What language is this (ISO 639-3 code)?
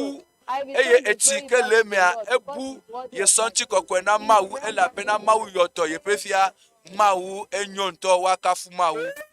ewe